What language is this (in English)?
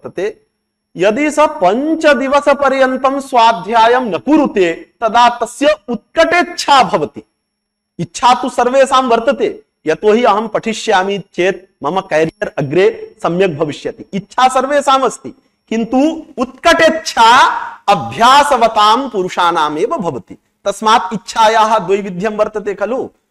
Sanskrit